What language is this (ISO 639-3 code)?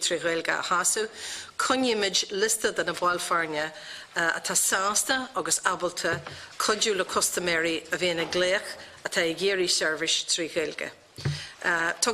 gle